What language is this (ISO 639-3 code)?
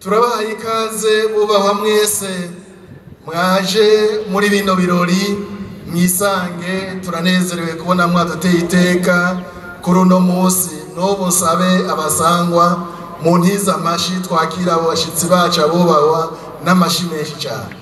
run